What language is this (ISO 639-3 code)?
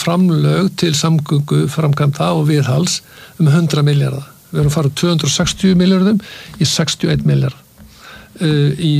isl